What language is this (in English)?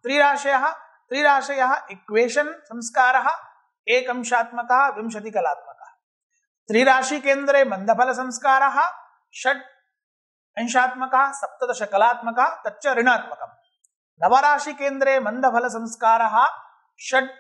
Sanskrit